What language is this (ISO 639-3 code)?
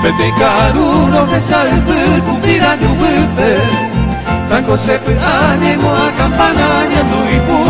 grn